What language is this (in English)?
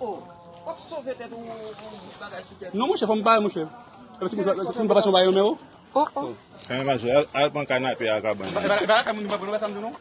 Haitian Creole